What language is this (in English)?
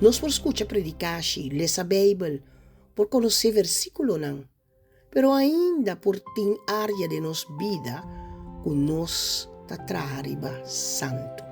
Papiamento